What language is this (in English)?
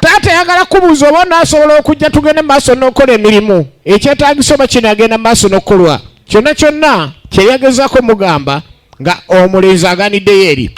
Ganda